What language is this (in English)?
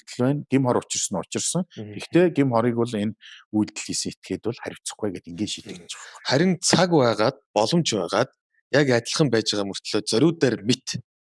Mongolian